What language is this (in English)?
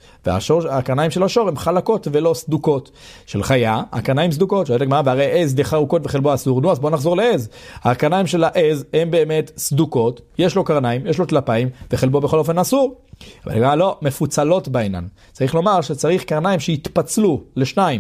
Hebrew